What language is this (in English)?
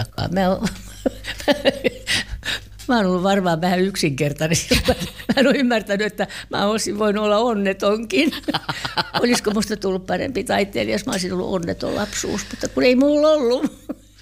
Finnish